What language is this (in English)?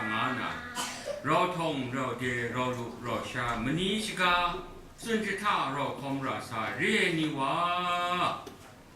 Kachin